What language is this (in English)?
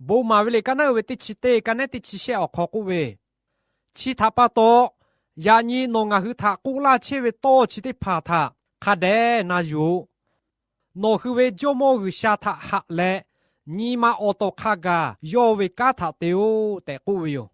Lahu